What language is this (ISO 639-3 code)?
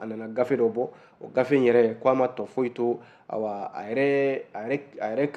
bam